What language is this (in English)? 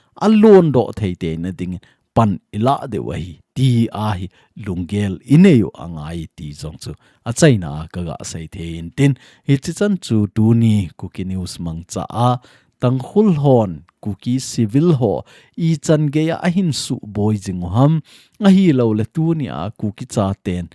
Thado Chin